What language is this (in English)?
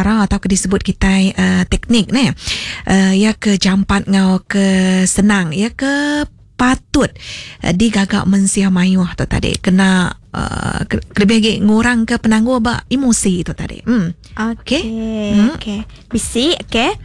Iban